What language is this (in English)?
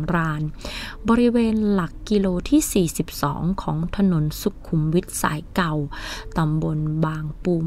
Thai